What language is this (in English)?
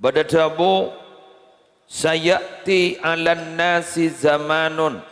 Madurese